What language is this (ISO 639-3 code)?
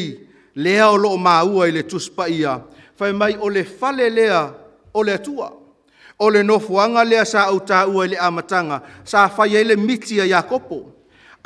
smo